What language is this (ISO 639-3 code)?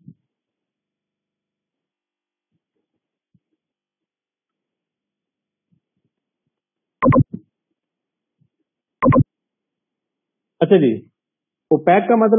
urd